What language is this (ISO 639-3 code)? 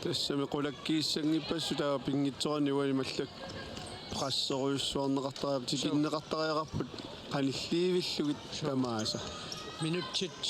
kal